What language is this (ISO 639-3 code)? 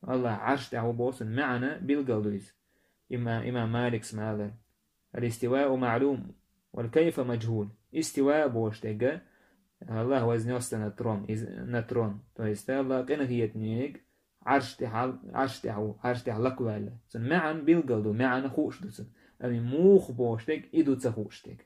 che